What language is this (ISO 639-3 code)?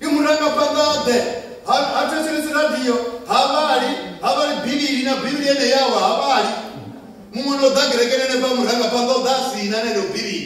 ven